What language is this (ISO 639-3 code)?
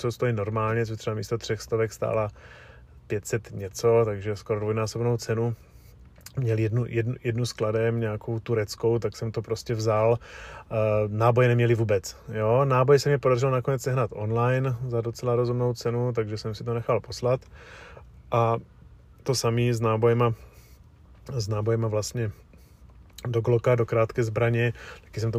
ces